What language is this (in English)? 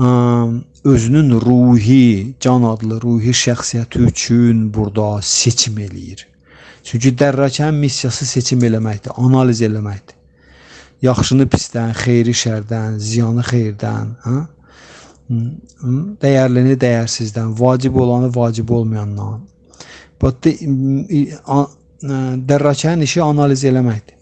Azerbaijani